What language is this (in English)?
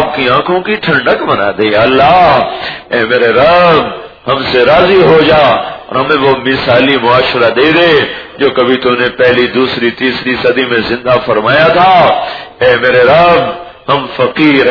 Urdu